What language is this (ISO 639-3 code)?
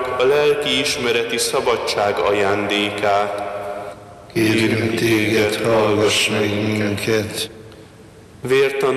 hun